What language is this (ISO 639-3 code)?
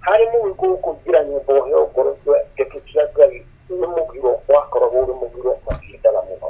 kik